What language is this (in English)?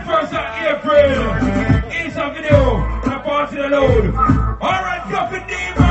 Jamaican Creole English